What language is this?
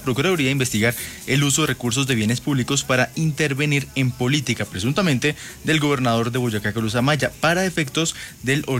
Spanish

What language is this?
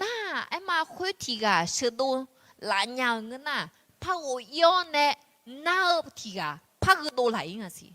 Akha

